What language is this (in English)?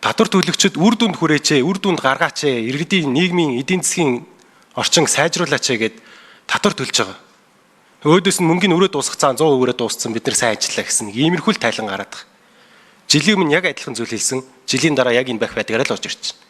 Mongolian